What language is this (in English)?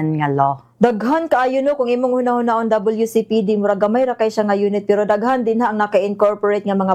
Cebuano